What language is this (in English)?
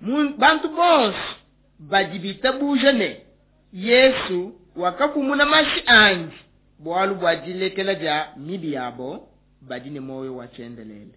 Luba-Lulua